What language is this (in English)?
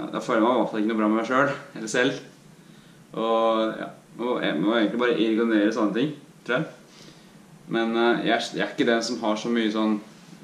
Norwegian